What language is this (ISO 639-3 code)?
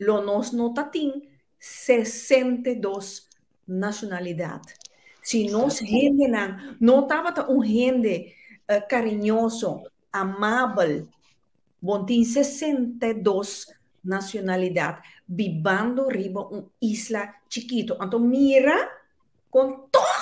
pap